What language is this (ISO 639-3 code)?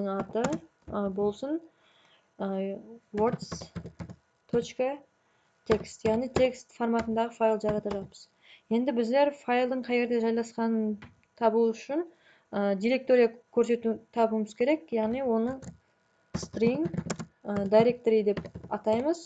kaa